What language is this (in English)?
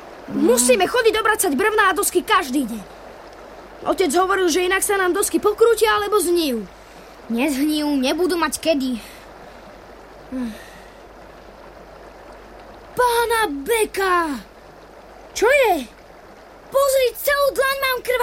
Slovak